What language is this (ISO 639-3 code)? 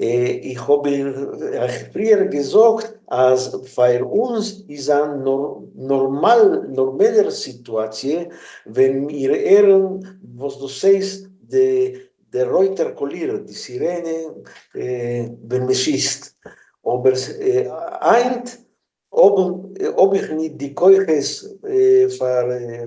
yid